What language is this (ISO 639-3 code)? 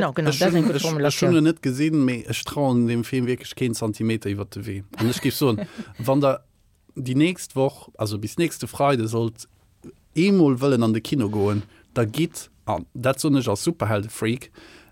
ltz